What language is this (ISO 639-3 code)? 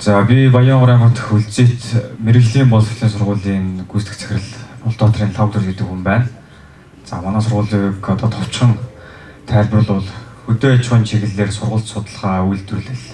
mon